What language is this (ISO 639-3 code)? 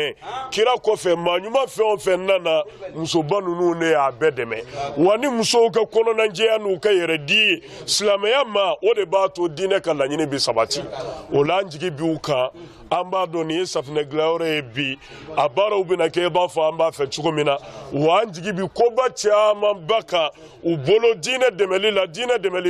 bam